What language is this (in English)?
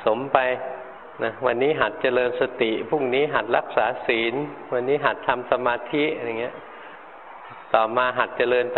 Thai